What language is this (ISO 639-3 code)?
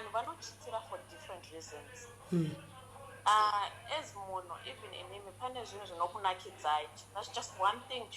sna